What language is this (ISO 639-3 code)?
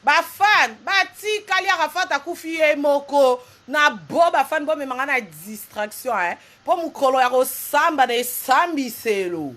lin